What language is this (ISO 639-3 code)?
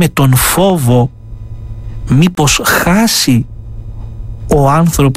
ell